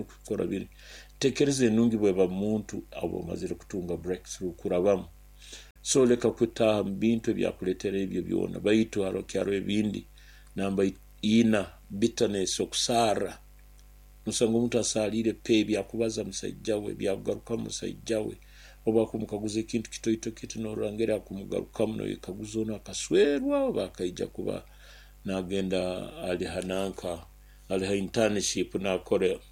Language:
Nyoro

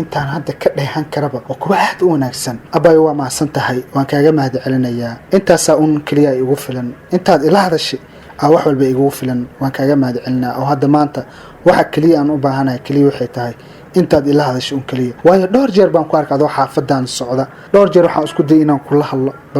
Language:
Somali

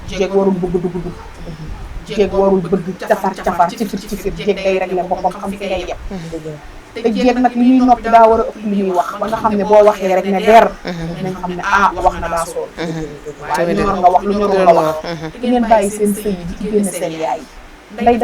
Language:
Wolof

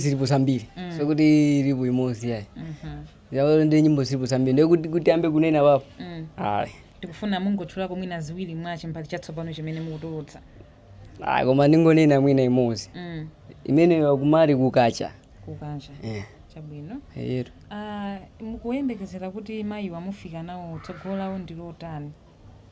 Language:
Nyanja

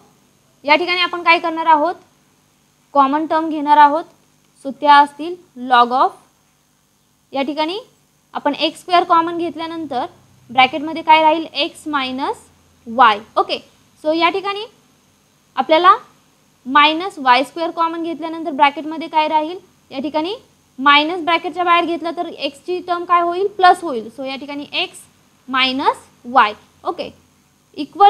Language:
Marathi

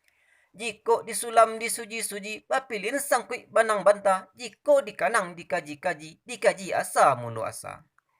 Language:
Minangkabau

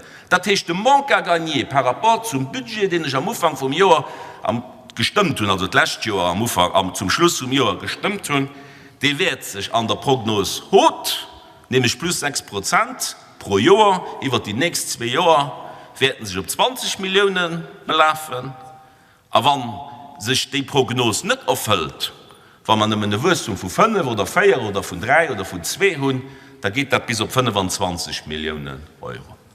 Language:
Luxembourgish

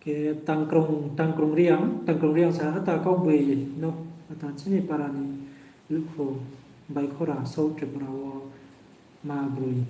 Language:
Riang (India)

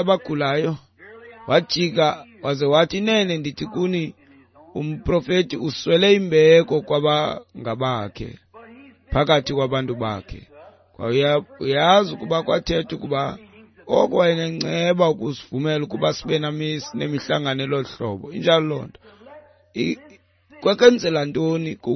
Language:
Xhosa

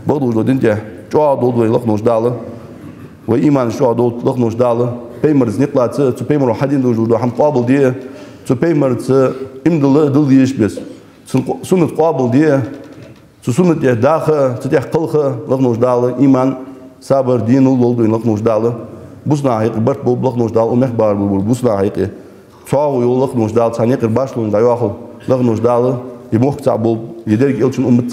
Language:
Ingush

